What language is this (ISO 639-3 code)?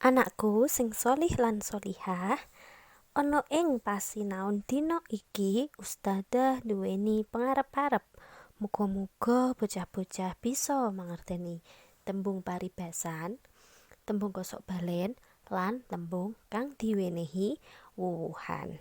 jav